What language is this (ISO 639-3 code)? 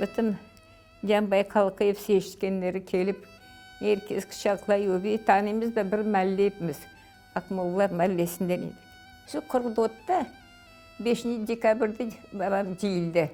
crh